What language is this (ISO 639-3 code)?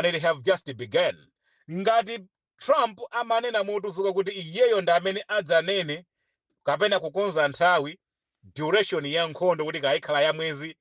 nya